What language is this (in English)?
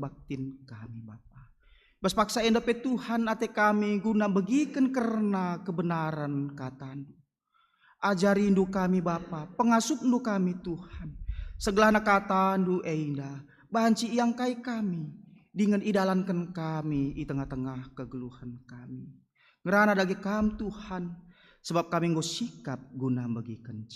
Batak Karo